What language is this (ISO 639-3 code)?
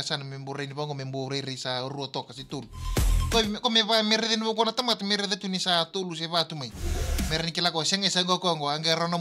fij